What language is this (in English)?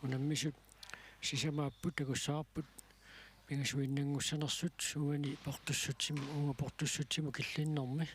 Kalaallisut